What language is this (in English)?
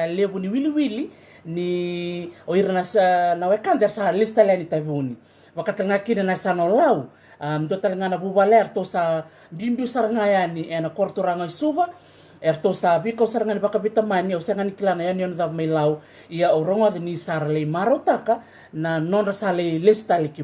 Fijian